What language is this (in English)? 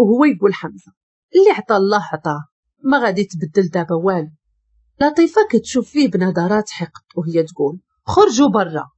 Moroccan Arabic